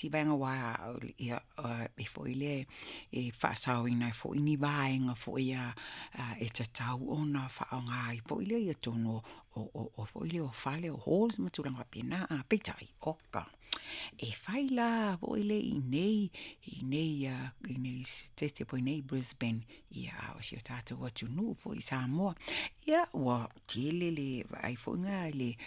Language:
Samoan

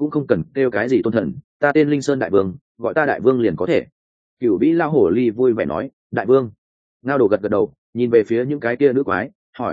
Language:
Vietnamese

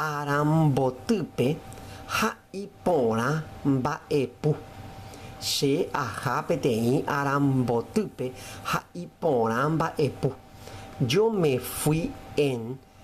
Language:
Guarani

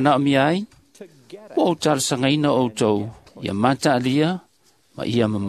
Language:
Samoan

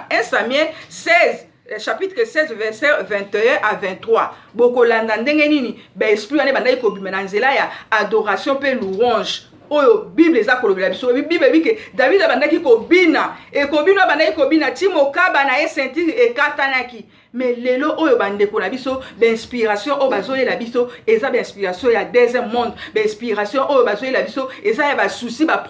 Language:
Lingala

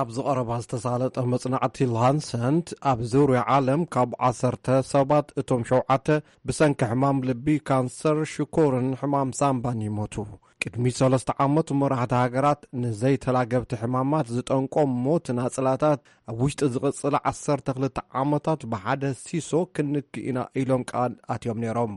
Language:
Tigrinya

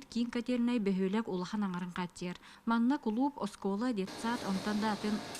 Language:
Yakut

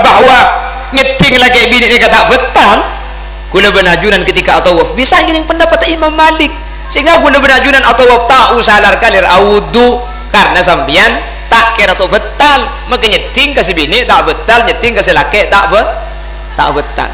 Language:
Madurese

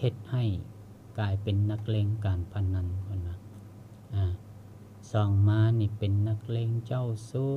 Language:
Lao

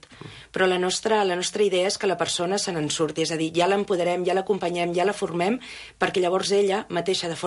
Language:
Catalan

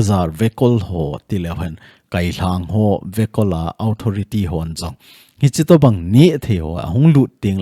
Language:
Thado Chin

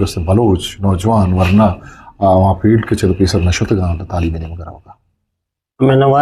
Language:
Eastern Balochi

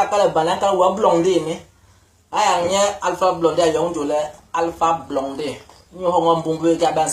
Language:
Basaa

